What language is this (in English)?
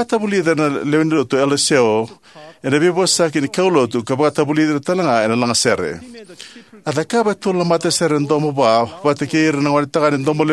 Fijian